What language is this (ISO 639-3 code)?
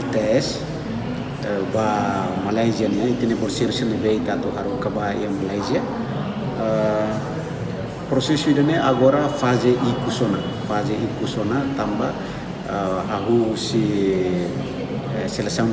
tet